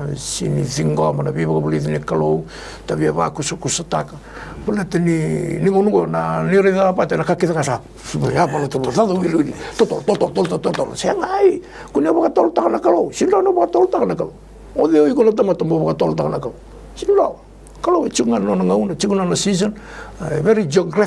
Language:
Fijian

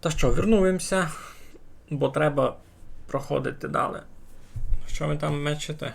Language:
Rusyn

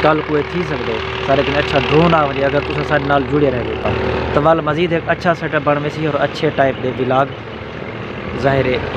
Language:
Saraiki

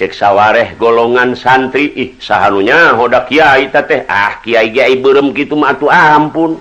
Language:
Sundanese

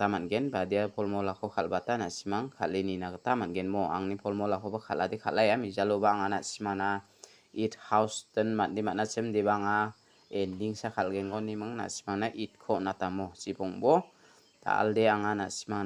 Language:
Garo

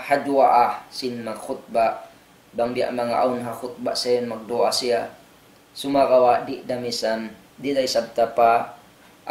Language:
Tausug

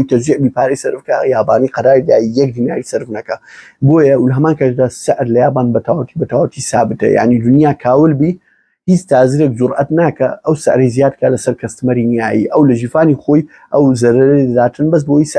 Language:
Central Kurdish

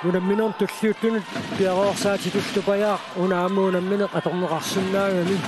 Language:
Kalaallisut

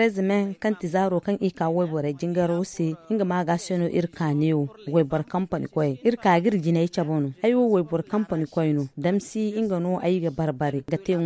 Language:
Zarma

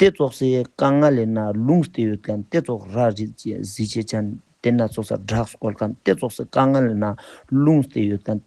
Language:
Ladakhi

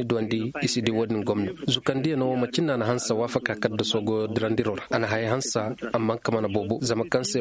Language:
Koyraboro Senni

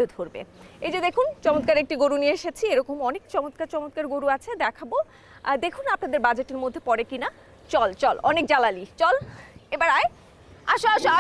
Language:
Bangla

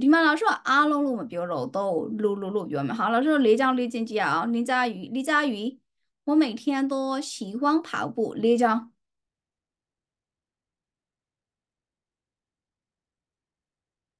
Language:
Chinese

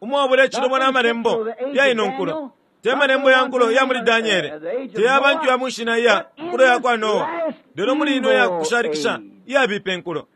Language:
Bemba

